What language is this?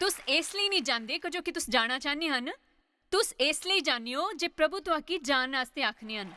Dogri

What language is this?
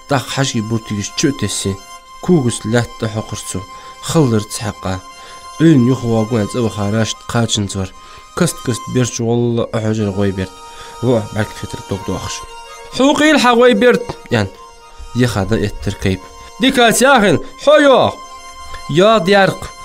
Ingush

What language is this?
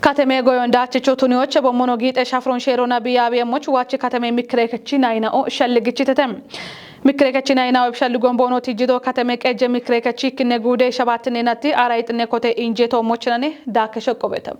Kafa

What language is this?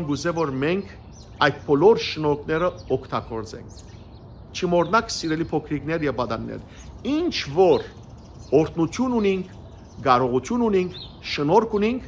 Western Armenian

